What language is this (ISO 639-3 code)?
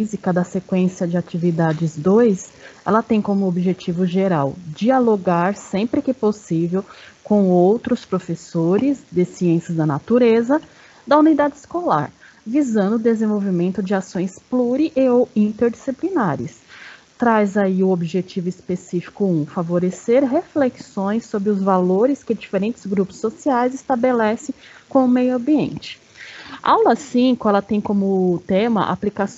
por